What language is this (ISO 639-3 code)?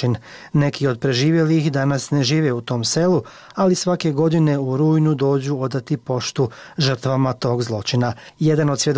hrv